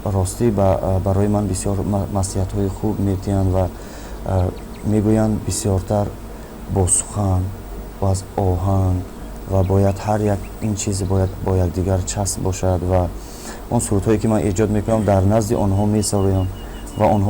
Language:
Tajik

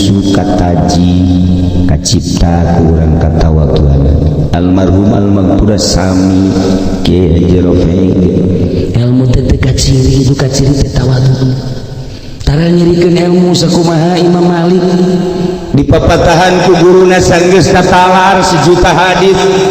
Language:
Sundanese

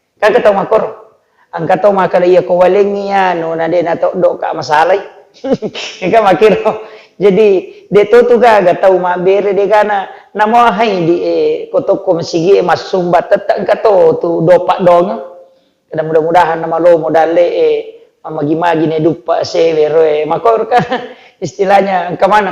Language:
Buginese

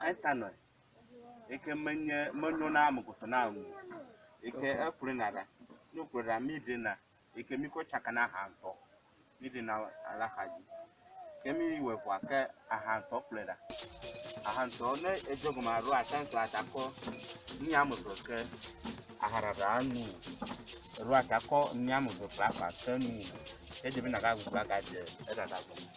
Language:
Ewe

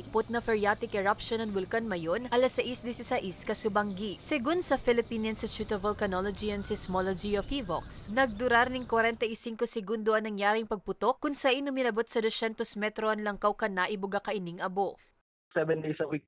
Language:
Bikol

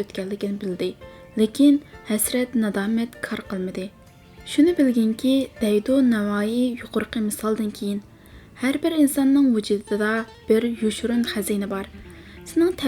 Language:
Uyghur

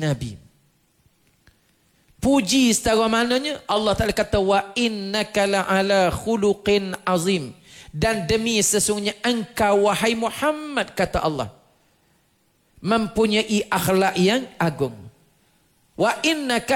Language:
Malay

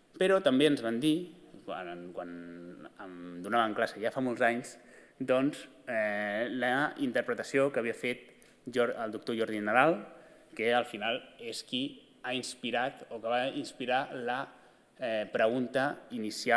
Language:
Catalan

